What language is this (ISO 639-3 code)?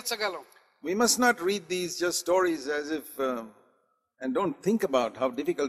tel